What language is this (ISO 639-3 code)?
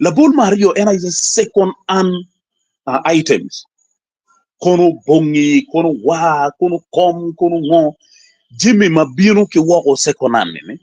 ach